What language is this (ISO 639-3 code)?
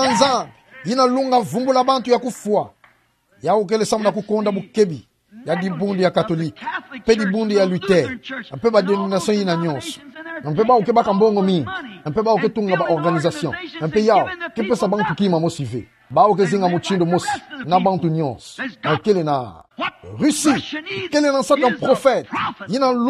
ktu